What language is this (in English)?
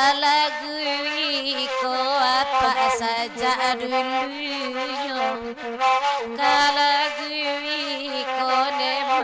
Minangkabau